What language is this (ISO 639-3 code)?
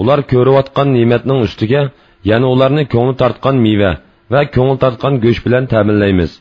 uig